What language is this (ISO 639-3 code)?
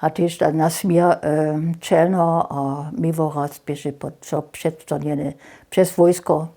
hsb